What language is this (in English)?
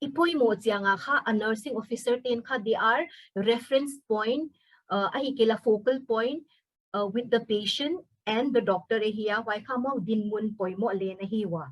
Paite Chin